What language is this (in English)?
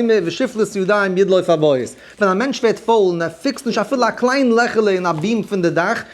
Yiddish